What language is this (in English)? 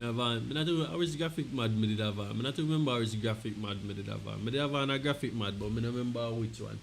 Jamaican Creole English